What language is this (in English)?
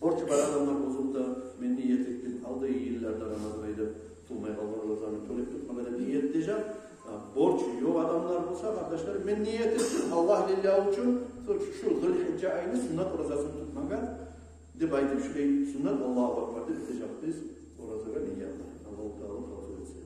Kumyk